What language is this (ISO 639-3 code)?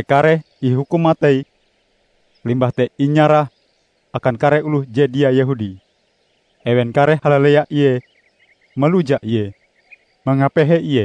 nij